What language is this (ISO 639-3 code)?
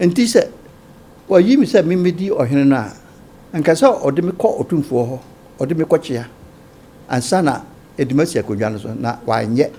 aka